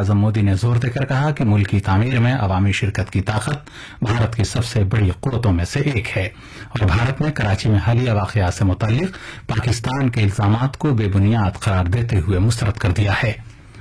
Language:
Urdu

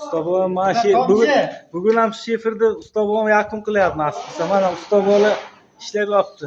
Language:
Uzbek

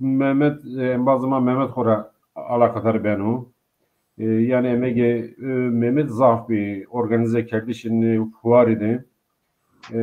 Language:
Zaza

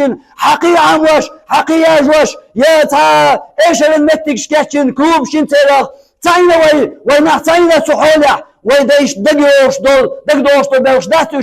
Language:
Chechen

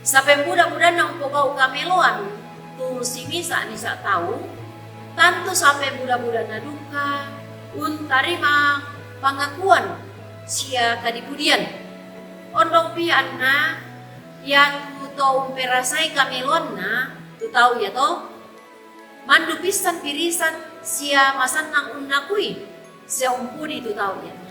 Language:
Toraja-Sa'dan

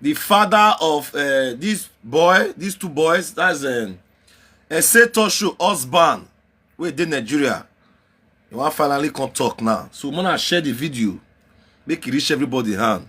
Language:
Nigerian Pidgin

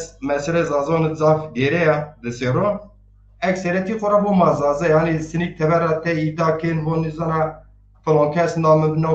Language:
Zaza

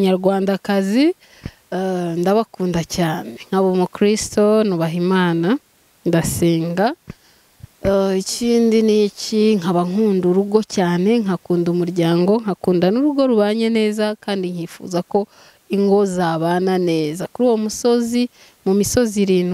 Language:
Kinyarwanda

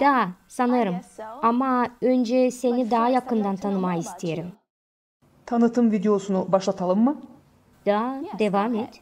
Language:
Gagauz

